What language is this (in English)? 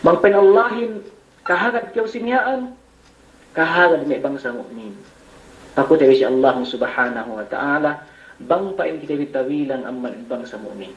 Yakan